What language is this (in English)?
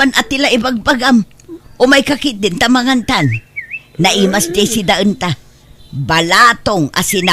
Iloko